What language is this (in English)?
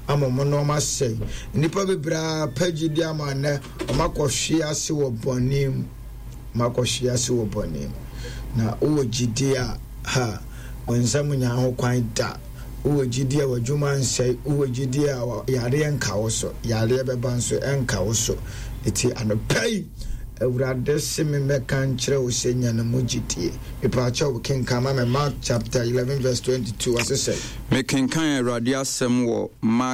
Akan